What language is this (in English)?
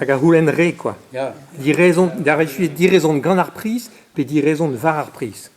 Breton